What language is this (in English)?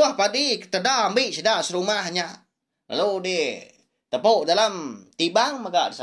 Iban